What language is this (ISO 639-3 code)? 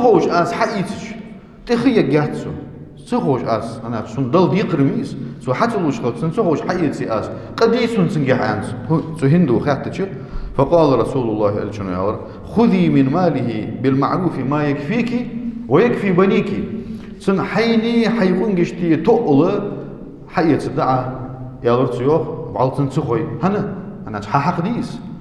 inh